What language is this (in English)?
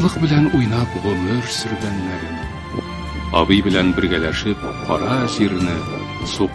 Tatar